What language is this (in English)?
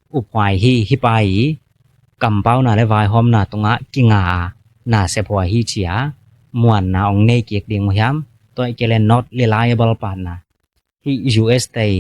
Tedim Chin